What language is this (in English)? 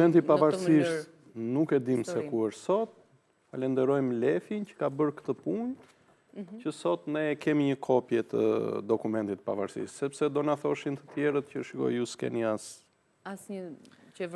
Albanian